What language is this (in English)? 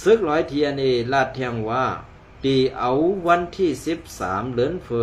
Shan